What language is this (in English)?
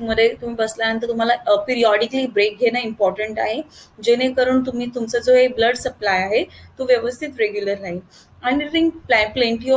Marathi